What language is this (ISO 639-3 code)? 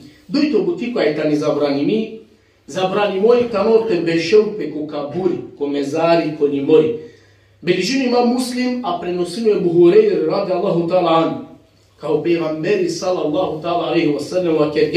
rmn